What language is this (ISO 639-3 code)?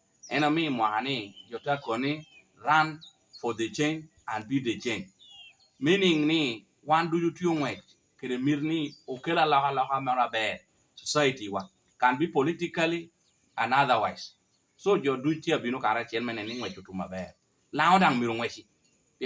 laj